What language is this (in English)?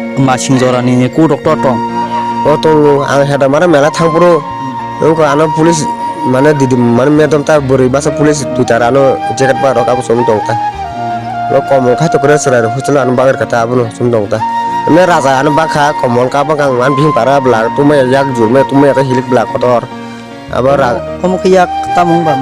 Kok Borok